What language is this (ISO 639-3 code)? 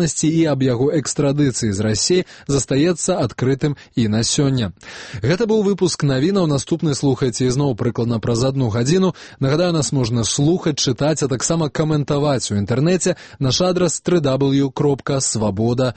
bel